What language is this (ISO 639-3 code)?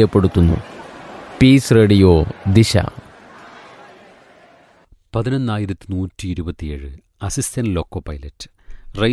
mal